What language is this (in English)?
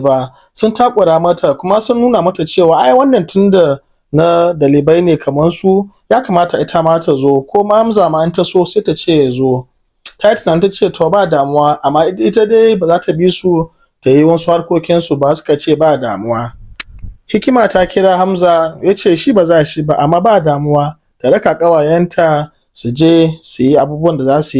Hausa